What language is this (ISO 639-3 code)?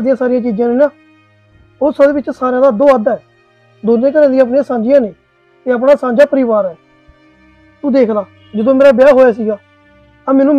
pan